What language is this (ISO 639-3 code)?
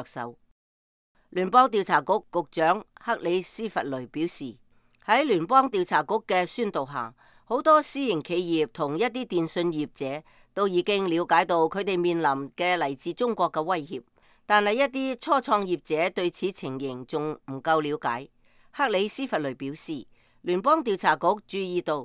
yue